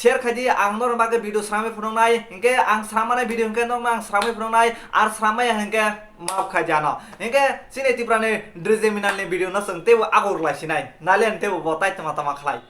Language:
Kok Borok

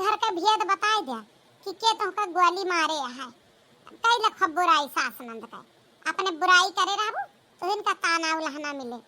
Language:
Awadhi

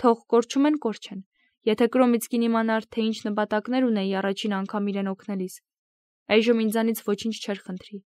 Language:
Armenian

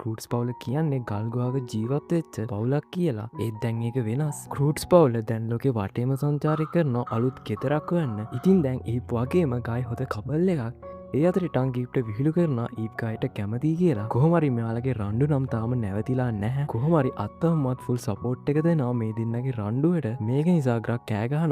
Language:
Sinhala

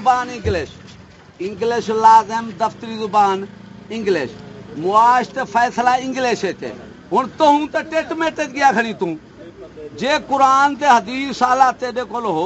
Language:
Saraiki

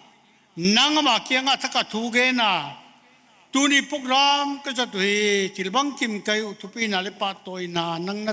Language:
Paite Chin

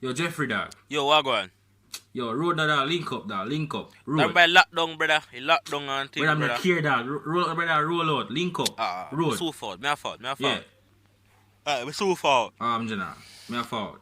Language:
Jamaican Creole English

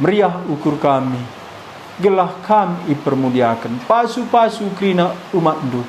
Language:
Batak Karo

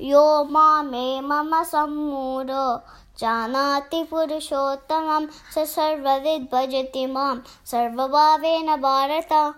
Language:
Sanskrit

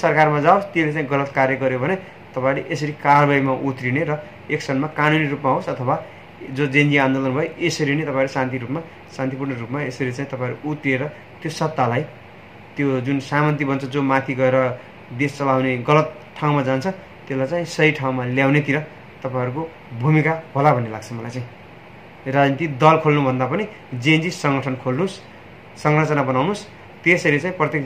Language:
Nepali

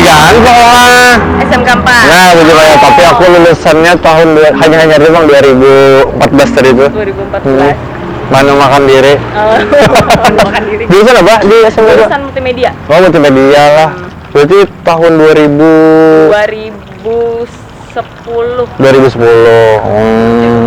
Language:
Banjar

